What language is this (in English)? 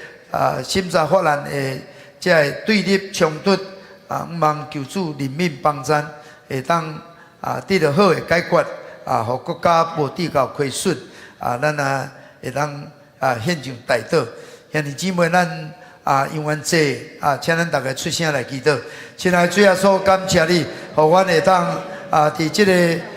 Min Nan Chinese